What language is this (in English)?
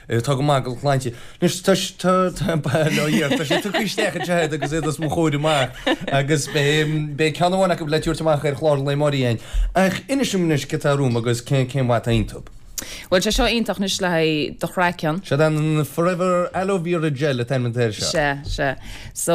Irish